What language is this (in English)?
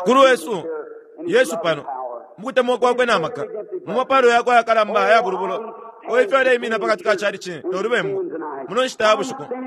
Bemba